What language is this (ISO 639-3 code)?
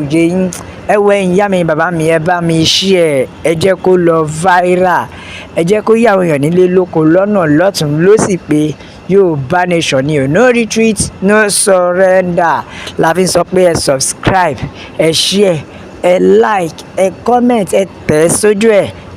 yor